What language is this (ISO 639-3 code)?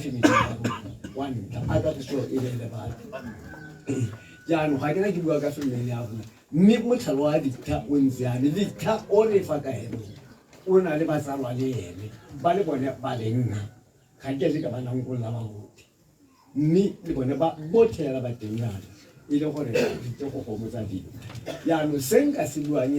tsn